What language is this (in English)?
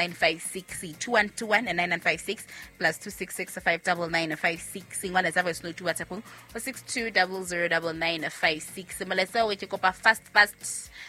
Southern Sotho